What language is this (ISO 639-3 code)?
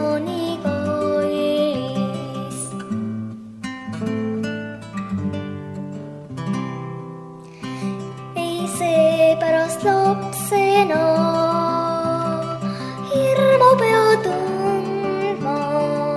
est